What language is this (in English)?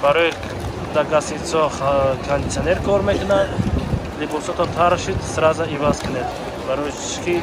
Tajik